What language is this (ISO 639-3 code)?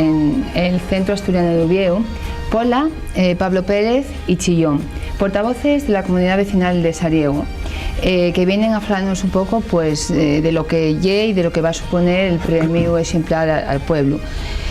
ast